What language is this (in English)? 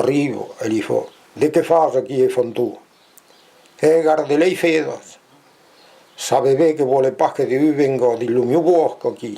Occitan